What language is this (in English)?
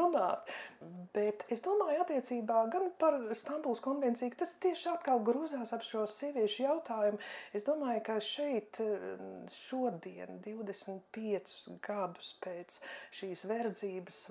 Latvian